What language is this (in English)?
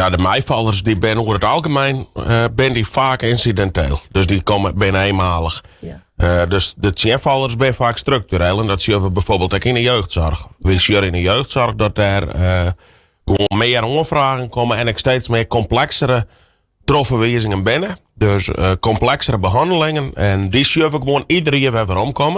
Western Frisian